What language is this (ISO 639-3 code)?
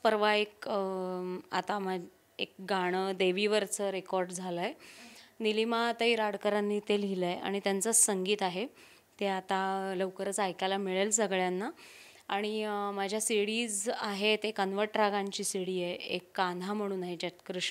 mar